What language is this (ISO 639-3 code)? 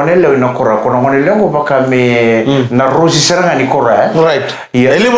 fij